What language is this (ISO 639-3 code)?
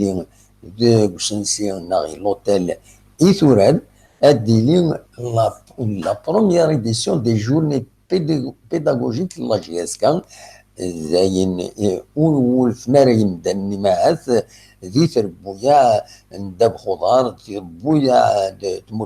kab